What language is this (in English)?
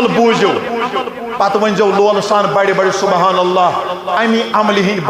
Kashmiri